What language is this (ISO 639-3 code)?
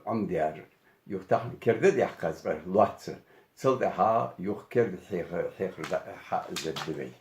inh